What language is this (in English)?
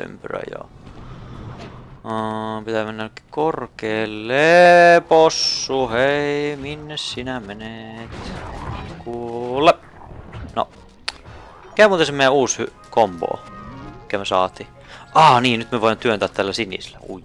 Finnish